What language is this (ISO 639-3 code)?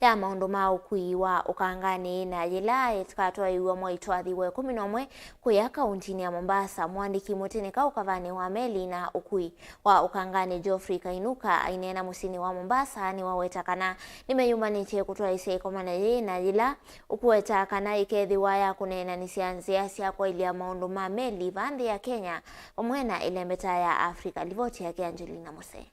kam